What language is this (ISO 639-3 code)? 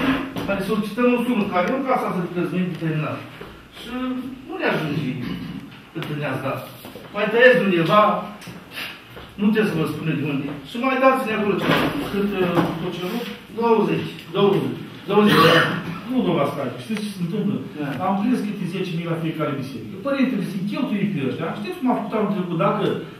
ron